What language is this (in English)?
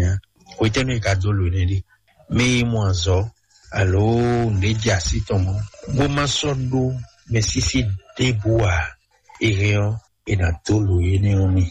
Fon